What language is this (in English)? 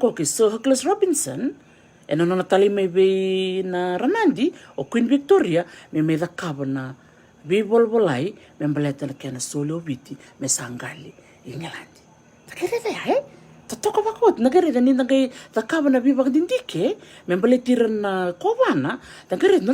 Fijian